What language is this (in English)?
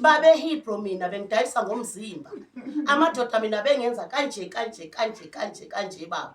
Zulu